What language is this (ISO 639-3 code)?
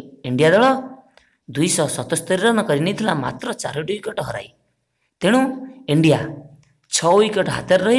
ori